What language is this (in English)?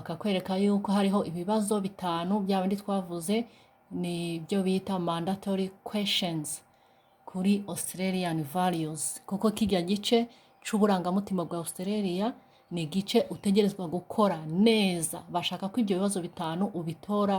Rundi